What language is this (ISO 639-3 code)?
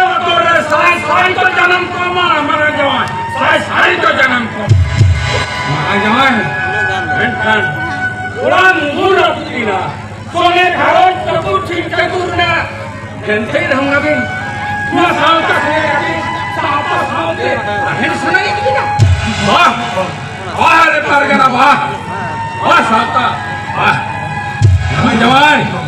sat